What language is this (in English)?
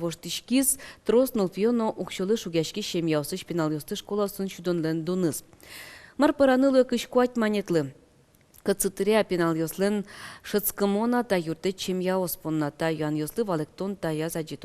Udmurt